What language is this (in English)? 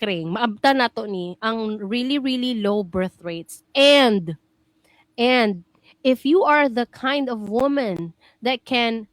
Cebuano